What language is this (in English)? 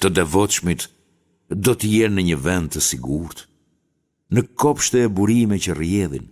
Albanian